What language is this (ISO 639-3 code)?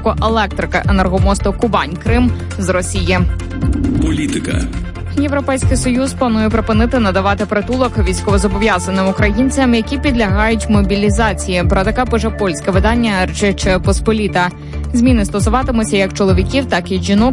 ukr